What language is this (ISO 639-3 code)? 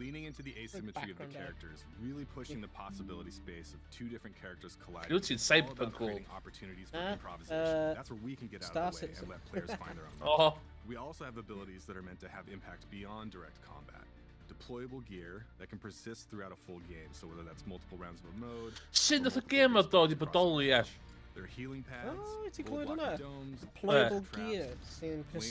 cym